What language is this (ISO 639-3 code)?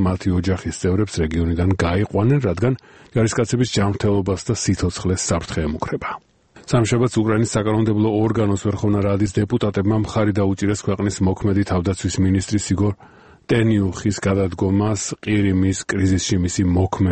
kat